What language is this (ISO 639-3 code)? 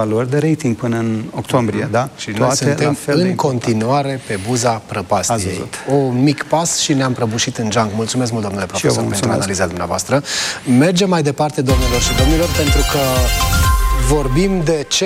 ron